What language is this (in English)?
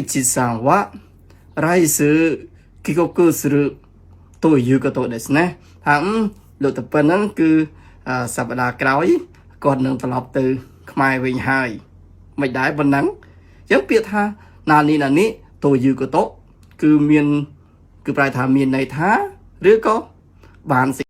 Khmer